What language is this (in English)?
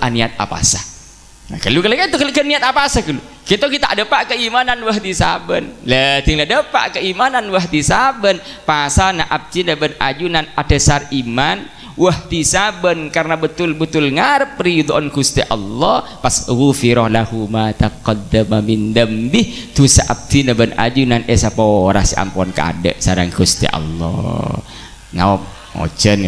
Madurese